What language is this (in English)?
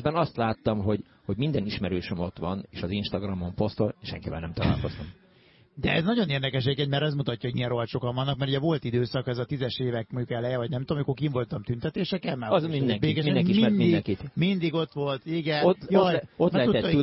Hungarian